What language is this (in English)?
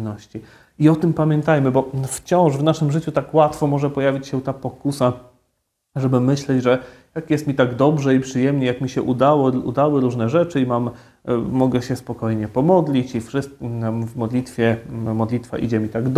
Polish